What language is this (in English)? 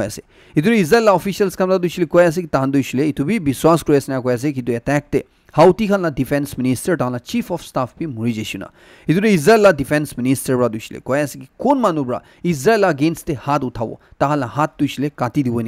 Naga Pidgin